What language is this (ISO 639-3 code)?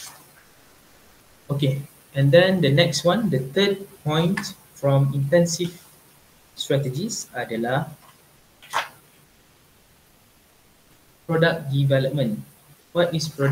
msa